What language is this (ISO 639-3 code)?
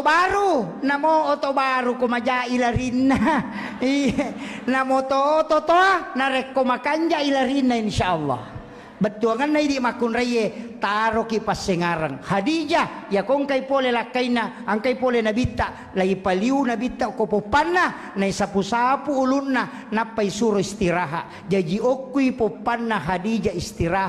bug